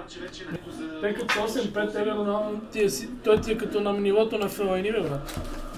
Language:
Bulgarian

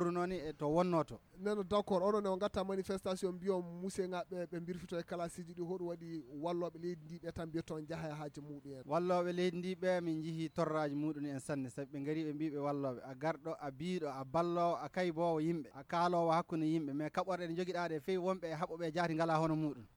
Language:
Nigerian Fulfulde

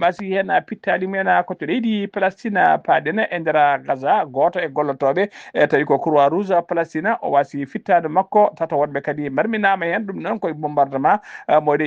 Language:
Fula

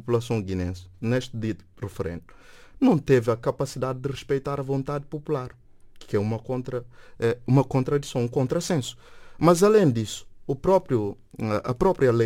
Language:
Portuguese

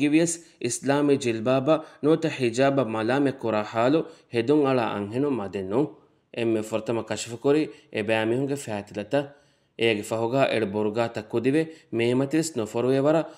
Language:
Divehi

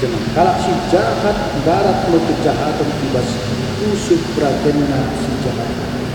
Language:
Batak Karo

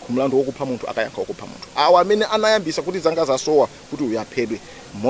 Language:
Nyanja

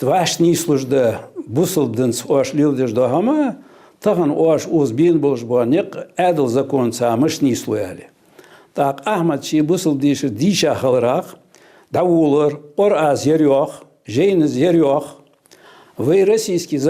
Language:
Ingush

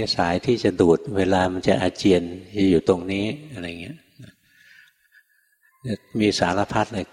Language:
Thai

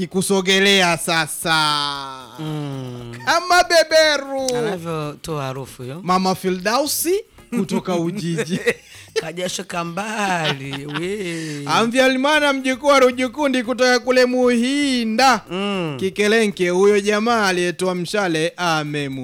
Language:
Swahili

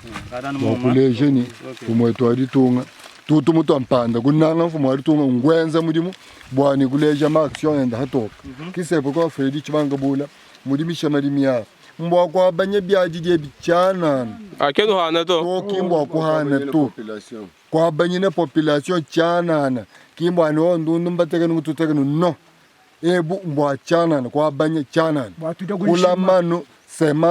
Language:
Luba-Lulua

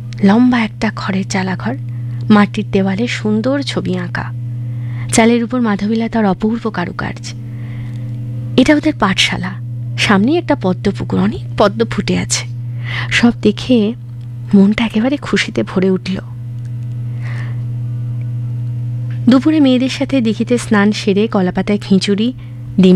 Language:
Bangla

